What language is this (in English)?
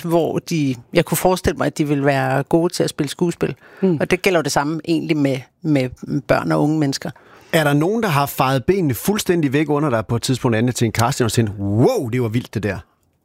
Danish